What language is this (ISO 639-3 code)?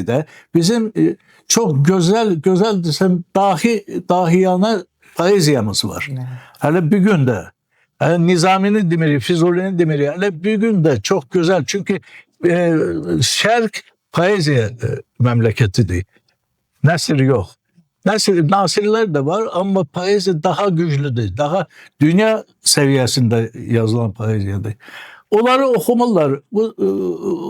aze